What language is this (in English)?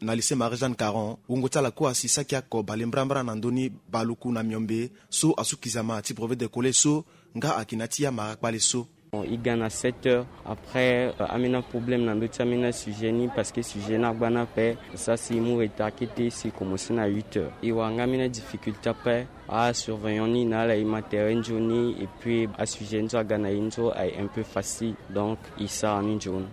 Sango